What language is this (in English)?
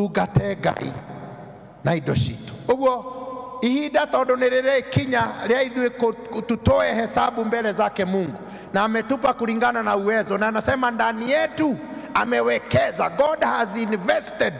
Kikuyu